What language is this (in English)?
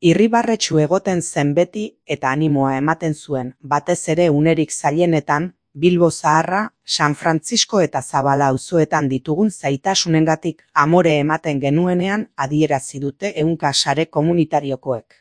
Basque